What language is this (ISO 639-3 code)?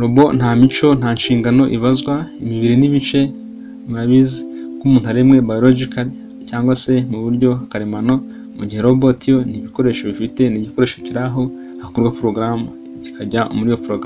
kin